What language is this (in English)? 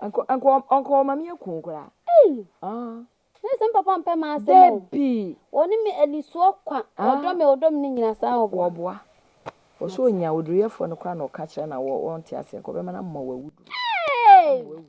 Akan